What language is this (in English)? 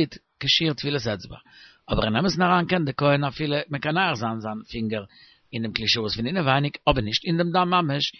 Yiddish